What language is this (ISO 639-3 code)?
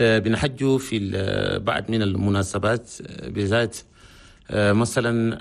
shu